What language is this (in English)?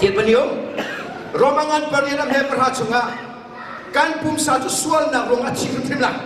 Hakha Chin